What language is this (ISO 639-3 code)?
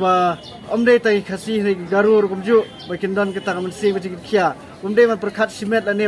kha